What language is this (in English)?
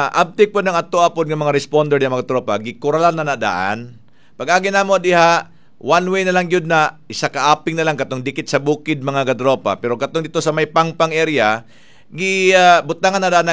Cebuano